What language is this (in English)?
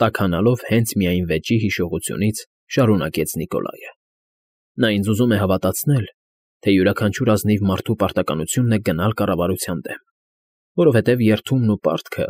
Armenian